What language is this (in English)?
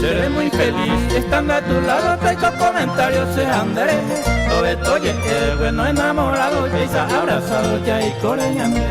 Guarani